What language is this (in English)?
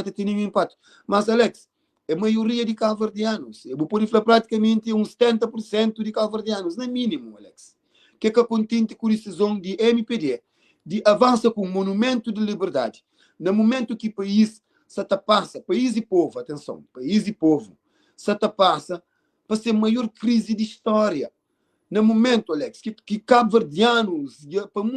Kabuverdianu